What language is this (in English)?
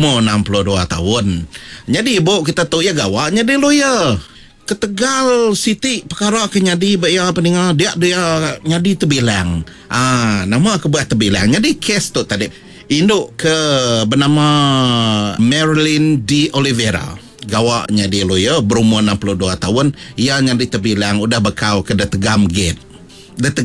Iban